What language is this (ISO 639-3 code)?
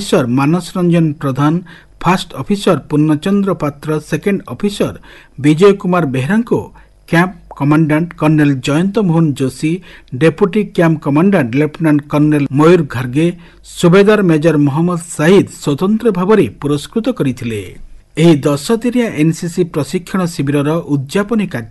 ori